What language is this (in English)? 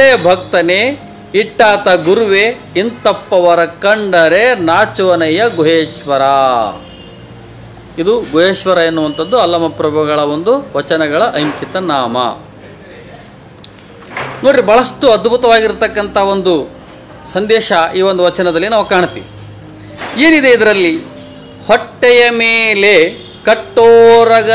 Kannada